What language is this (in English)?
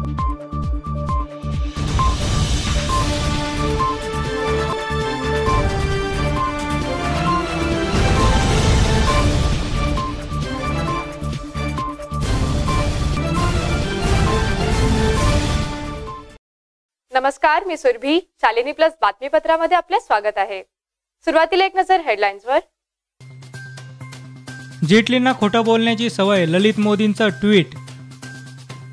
Marathi